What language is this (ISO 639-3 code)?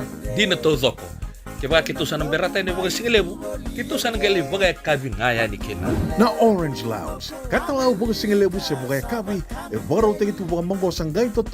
fij